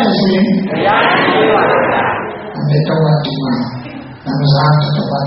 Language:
Burmese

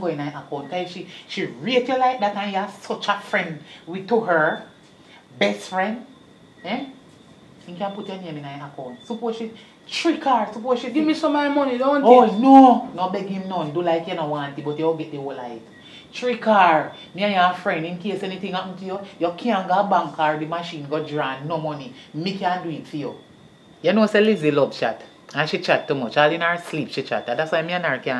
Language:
Jamaican Creole English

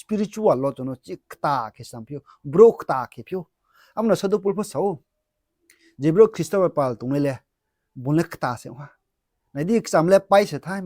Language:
Riang (India)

